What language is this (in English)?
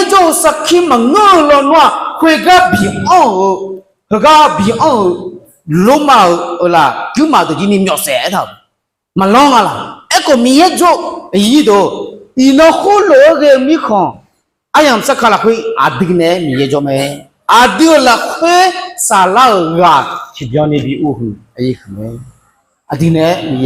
Akha